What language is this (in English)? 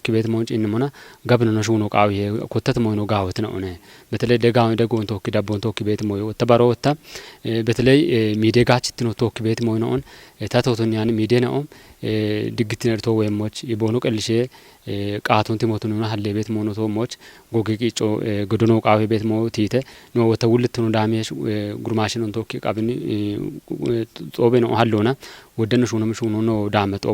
Kafa